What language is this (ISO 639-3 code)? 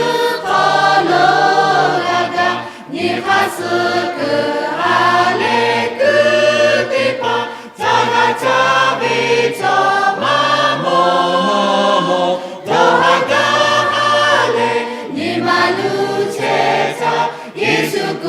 lhu